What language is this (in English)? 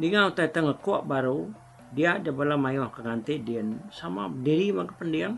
Iban